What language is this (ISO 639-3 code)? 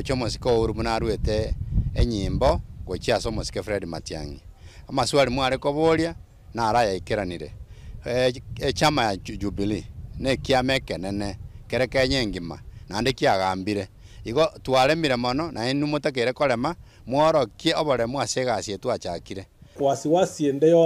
guz